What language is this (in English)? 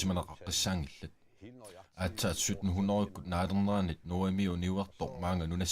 Kalaallisut